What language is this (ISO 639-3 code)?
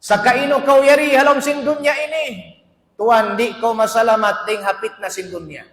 tsg